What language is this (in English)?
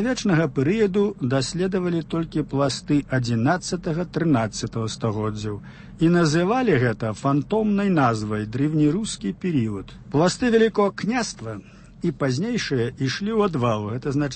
Belarusian